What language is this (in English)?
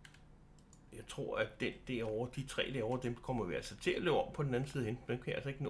Danish